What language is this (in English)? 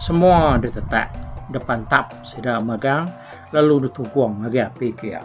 Iban